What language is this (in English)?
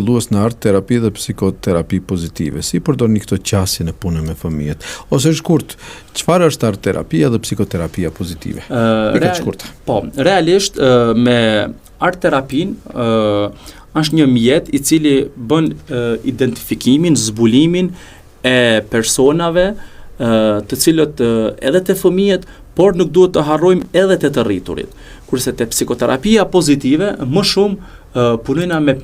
Albanian